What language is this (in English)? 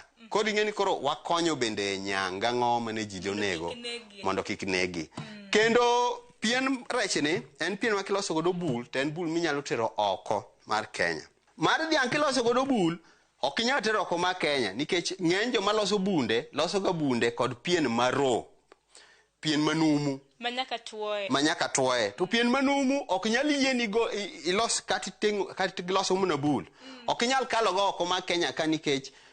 Luo (Kenya and Tanzania)